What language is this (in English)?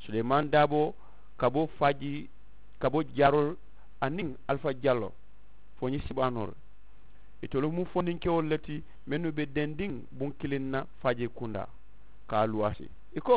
Mandingo